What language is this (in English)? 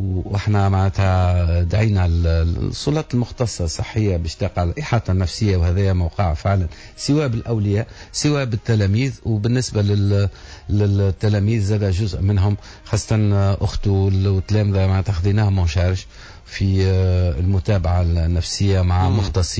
Tunisian Arabic